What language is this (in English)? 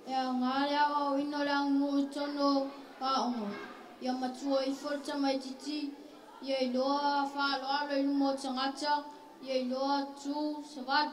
Samoan